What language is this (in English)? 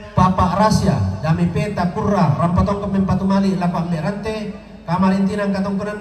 Toraja-Sa'dan